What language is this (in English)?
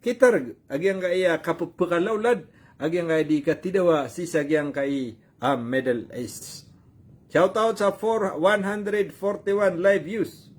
Maranao